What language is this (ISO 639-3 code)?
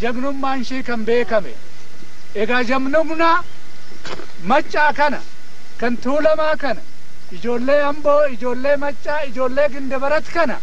orm